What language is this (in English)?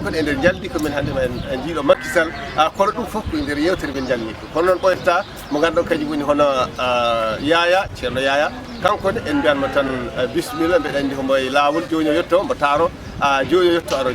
Fula